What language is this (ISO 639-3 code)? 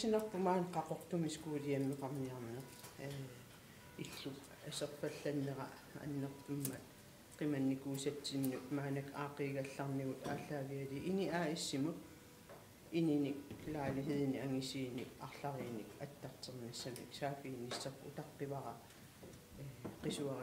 kal